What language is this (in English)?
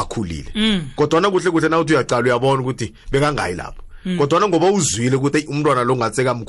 South Ndebele